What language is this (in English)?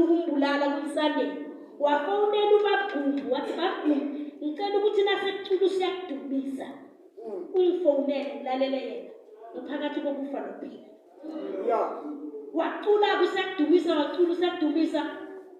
Zulu